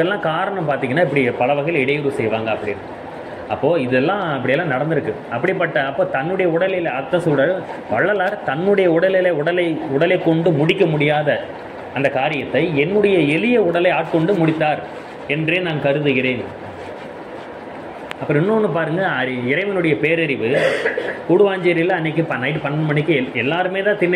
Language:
Tamil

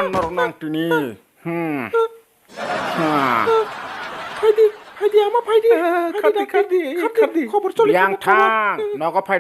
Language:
Kok Borok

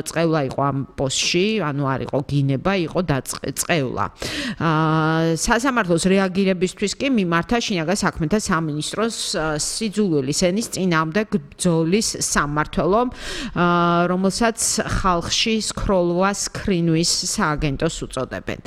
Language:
Georgian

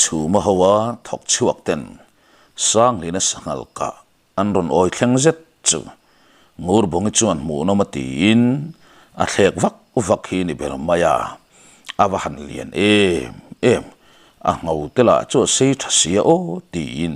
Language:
Mizo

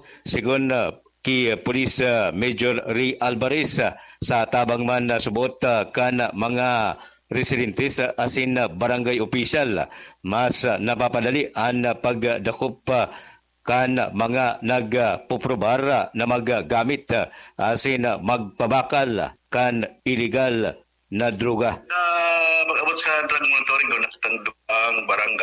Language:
Bikol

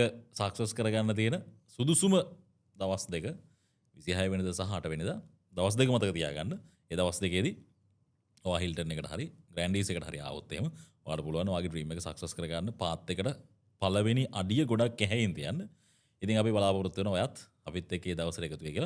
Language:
Sinhala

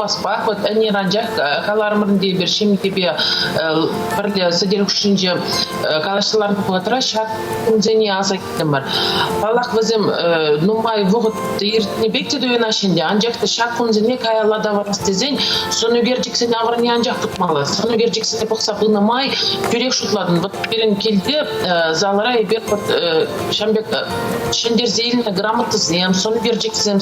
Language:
Chuvash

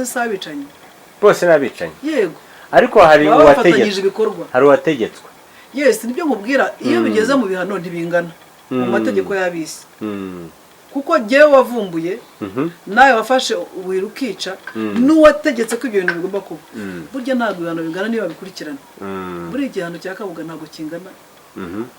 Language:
Kinyarwanda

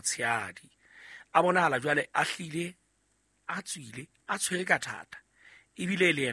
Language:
Southern Sotho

